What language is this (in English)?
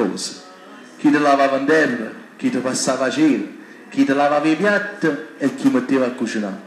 Neapolitan